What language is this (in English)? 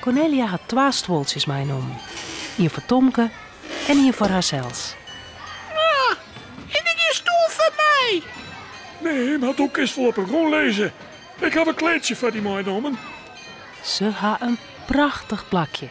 Western Frisian